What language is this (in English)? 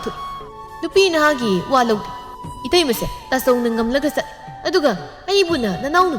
Manipuri